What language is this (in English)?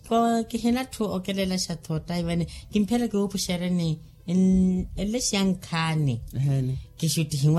Makhuwa